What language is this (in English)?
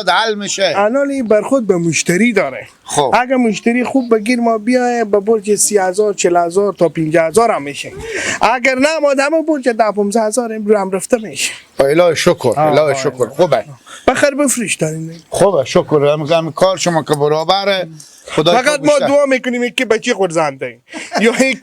Persian